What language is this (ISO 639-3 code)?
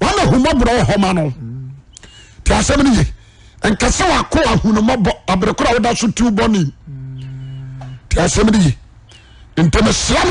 aka